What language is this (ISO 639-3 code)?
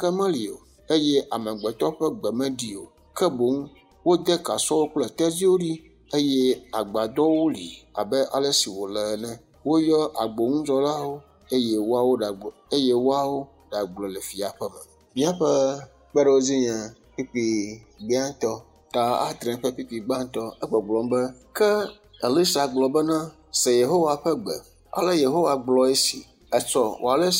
ewe